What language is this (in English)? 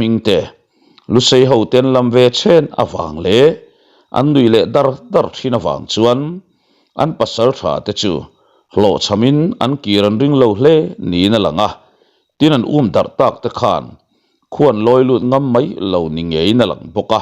Mizo